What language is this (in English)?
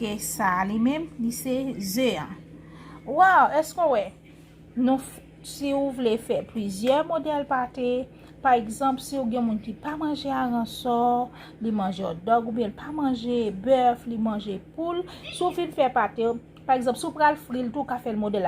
Haitian Creole